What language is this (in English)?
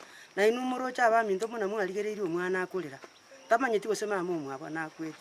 Gusii